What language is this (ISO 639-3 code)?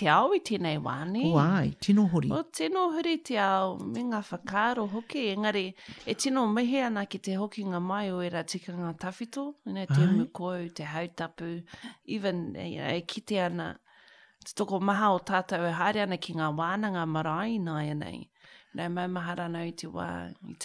mri